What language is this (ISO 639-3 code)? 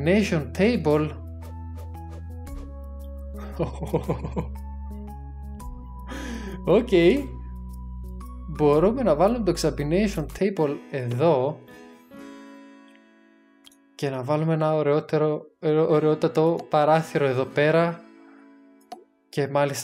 ell